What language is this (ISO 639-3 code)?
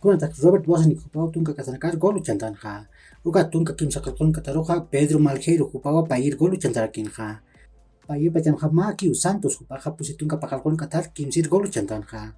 aym